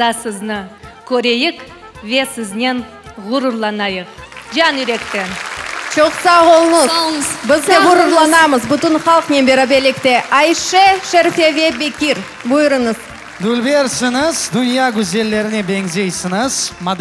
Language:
Crimean Tatar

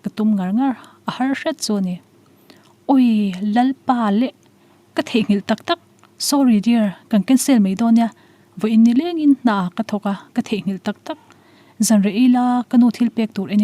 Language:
Mizo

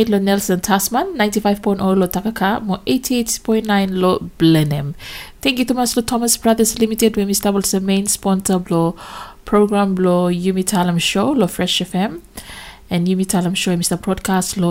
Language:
Bislama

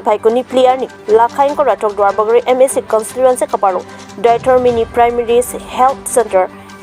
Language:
Karbi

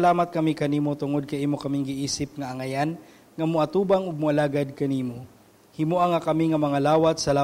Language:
Cebuano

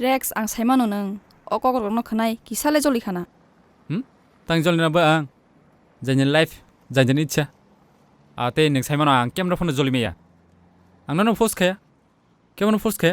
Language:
Kok Borok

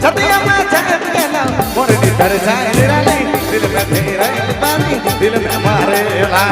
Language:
Sadri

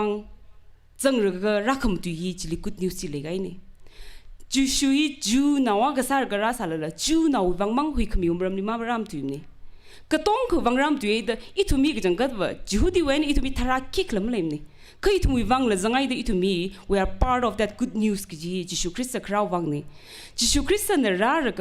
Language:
Tangkhul Naga (India)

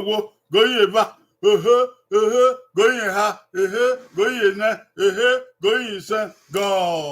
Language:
Bini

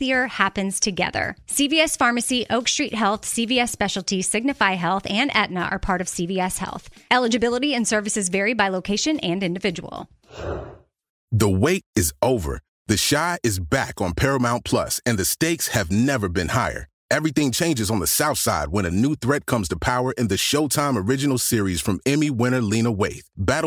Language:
English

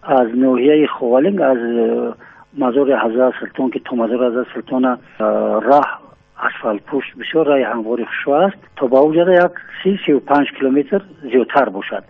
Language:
Tajik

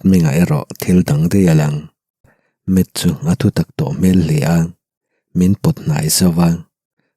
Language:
Mizo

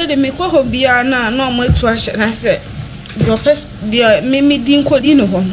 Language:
Akan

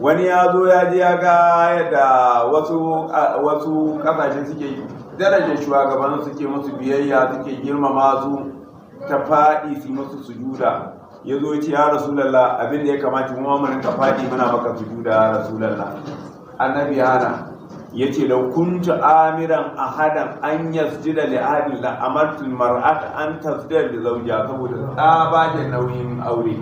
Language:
Hausa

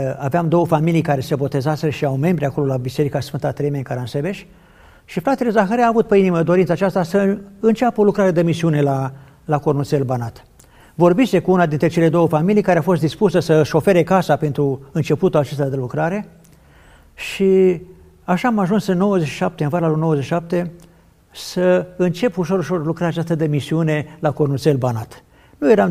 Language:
Romanian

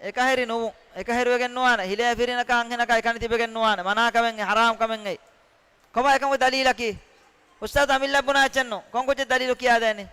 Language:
Divehi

